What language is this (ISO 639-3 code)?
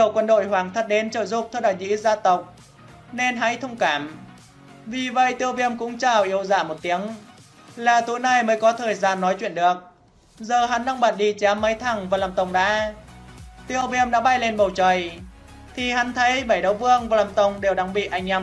vie